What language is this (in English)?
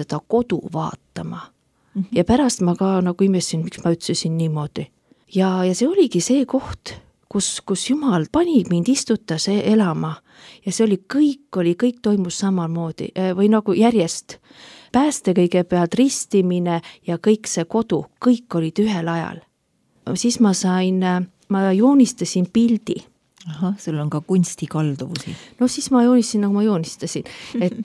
Estonian